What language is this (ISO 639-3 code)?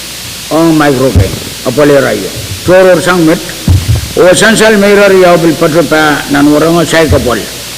pon